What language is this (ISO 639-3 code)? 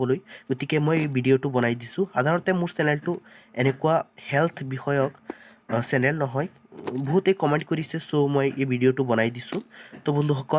asm